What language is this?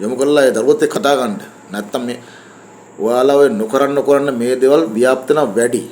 Sinhala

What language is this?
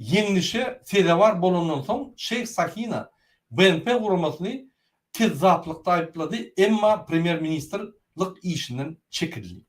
Turkmen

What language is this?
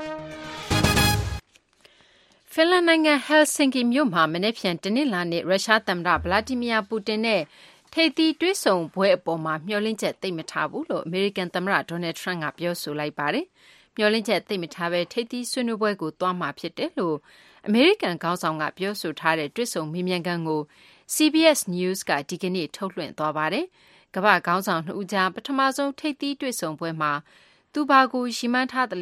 Burmese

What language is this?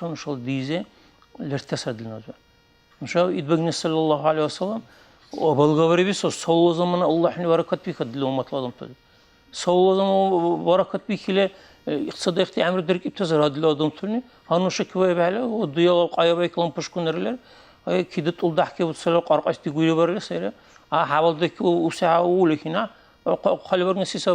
Dargwa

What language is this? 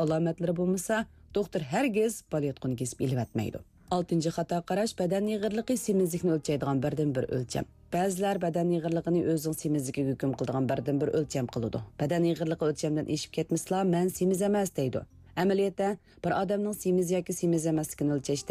Uyghur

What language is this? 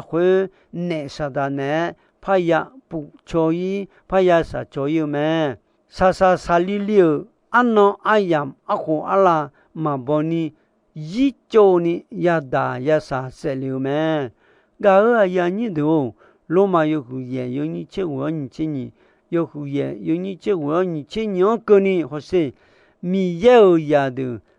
Akha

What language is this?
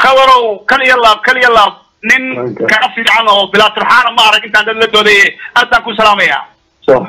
Somali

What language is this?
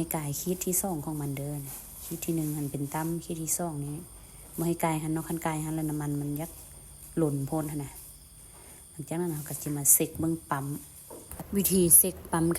Lao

